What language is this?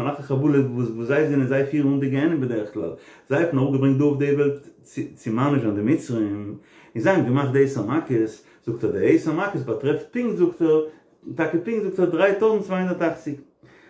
Yiddish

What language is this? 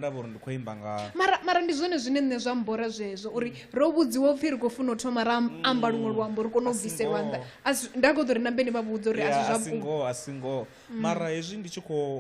Venda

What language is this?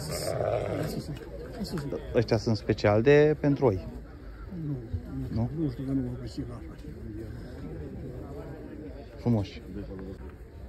Romanian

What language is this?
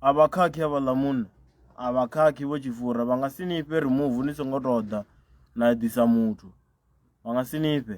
Venda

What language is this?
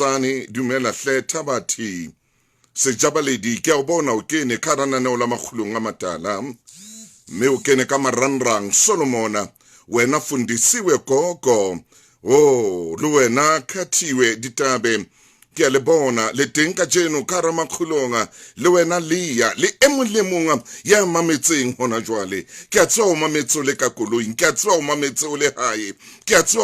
Southern Sotho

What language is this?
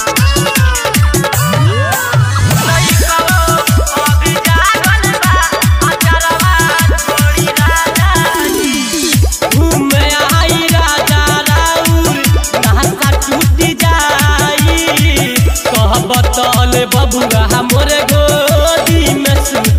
Bhojpuri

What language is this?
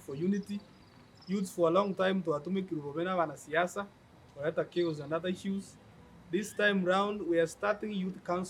Gusii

